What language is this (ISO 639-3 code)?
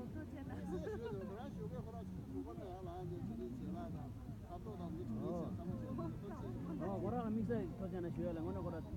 bod